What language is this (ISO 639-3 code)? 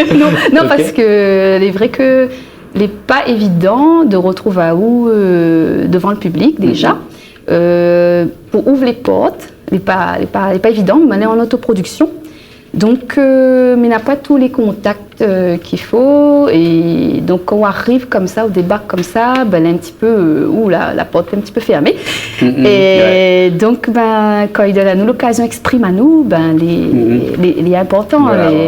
rcf